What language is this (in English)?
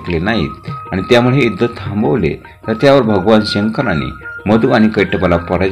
Marathi